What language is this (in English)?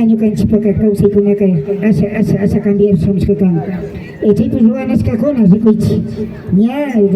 Imbabura Highland Quichua